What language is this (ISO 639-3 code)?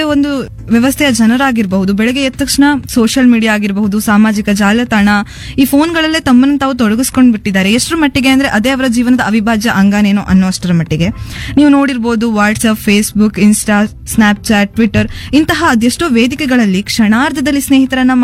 kan